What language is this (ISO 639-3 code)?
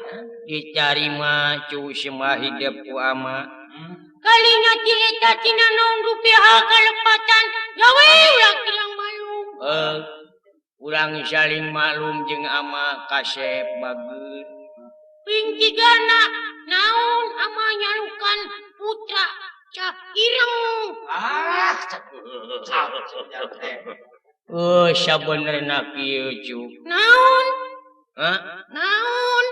sun